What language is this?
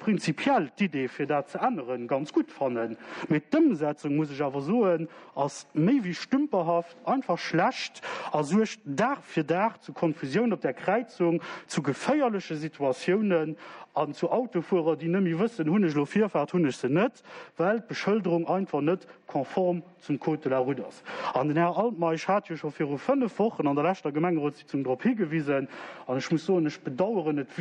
Luxembourgish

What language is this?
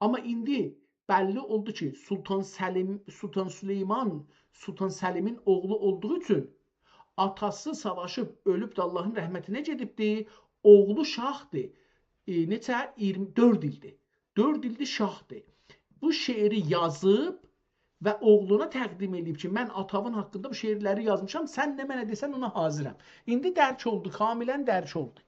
South Azerbaijani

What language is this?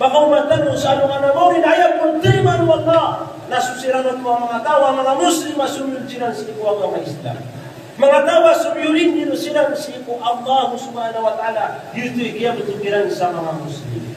Maranao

